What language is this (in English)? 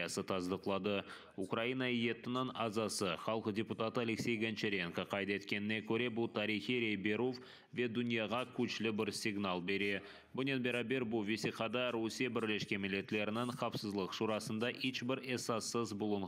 Crimean Tatar